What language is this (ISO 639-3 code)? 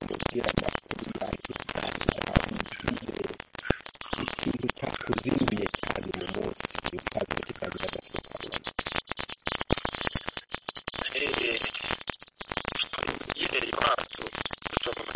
kin